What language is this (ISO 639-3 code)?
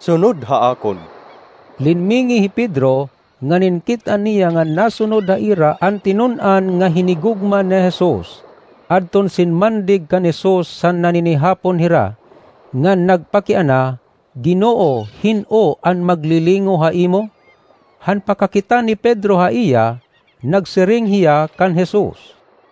war